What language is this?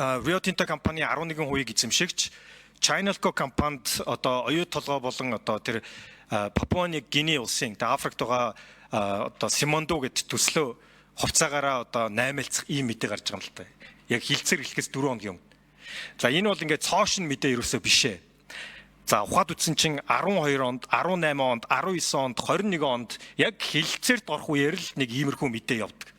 Mongolian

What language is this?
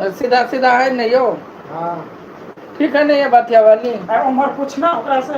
Maithili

